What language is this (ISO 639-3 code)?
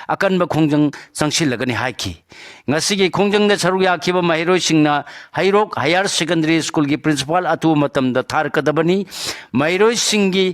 mni